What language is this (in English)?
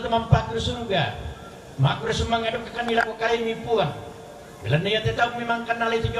Toraja-Sa'dan